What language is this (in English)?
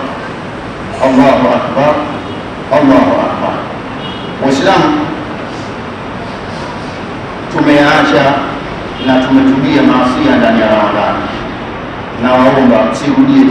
Swahili